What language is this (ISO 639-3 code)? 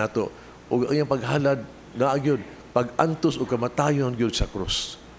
ceb